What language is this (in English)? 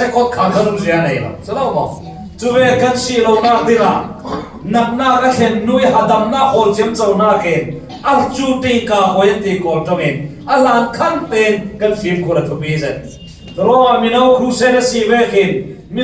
Falam Chin